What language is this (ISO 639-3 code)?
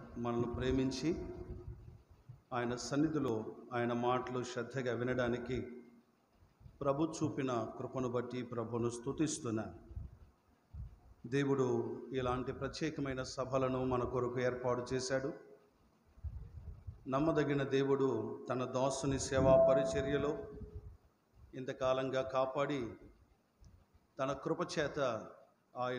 tel